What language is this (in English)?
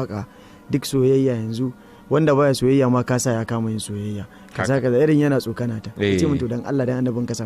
Hausa